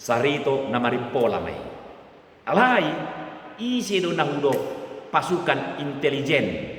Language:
Batak Toba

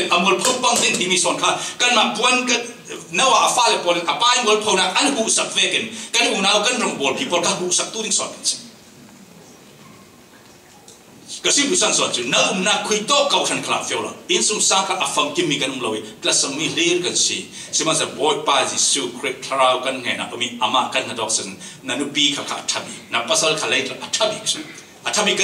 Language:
Thai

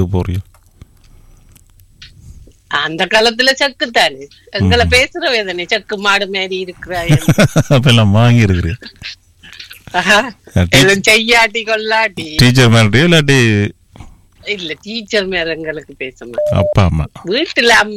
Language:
Tamil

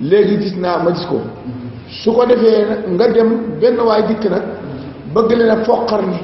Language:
Wolof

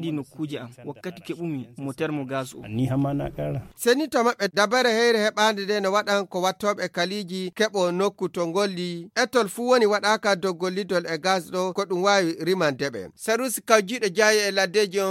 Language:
Fula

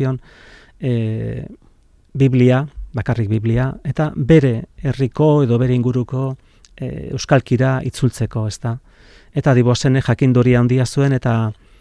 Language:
Basque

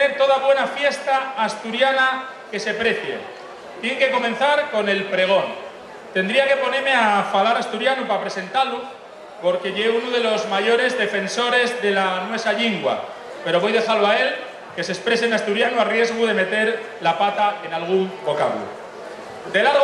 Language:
Asturian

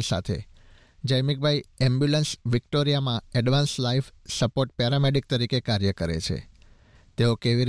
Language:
Gujarati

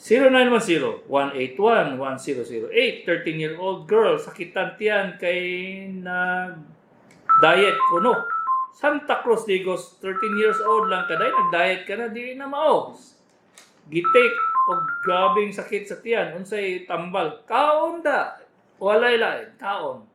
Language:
Cebuano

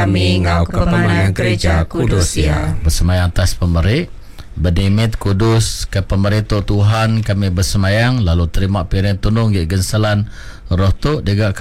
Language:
Iban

